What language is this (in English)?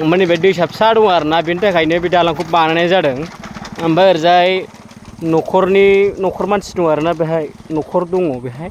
Bodo